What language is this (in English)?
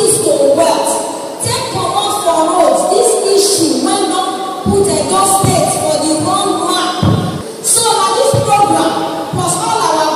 Nigerian Pidgin